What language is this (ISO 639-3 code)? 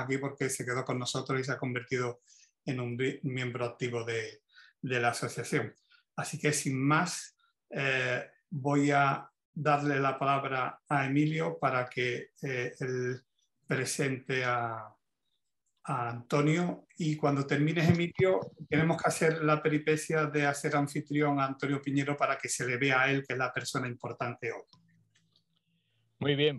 spa